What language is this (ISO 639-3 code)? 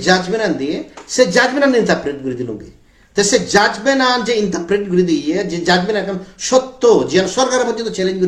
ccp